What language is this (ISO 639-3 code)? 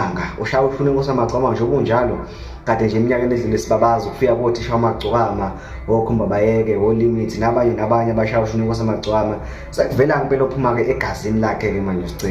zul